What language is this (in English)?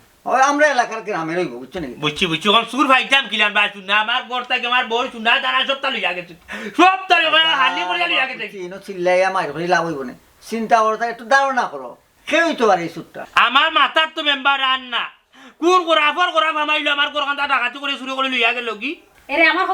Sylheti